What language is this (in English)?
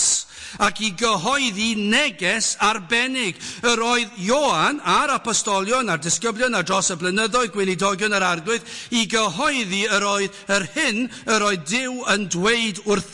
Welsh